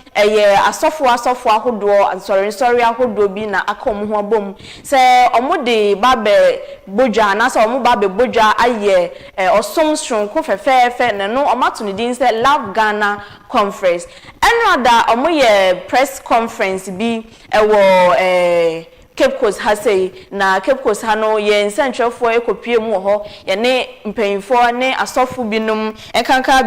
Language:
Akan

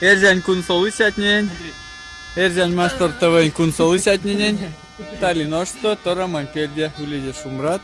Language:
Erzya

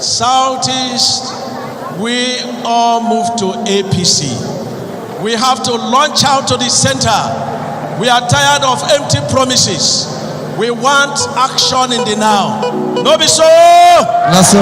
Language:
Nigerian Pidgin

